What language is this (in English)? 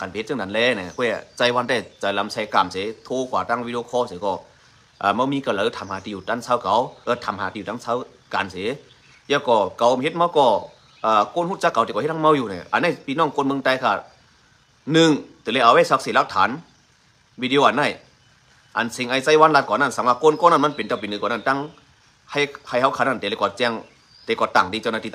Shan